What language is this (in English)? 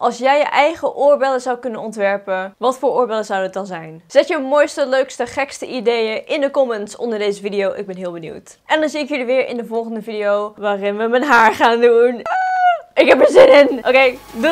Dutch